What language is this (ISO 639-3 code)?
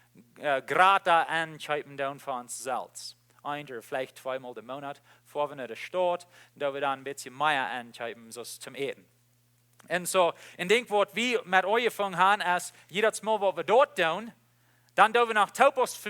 pdt